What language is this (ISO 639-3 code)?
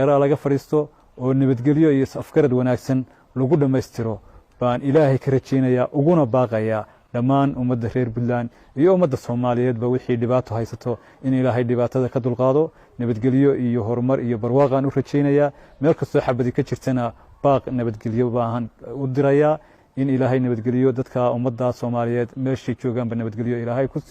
som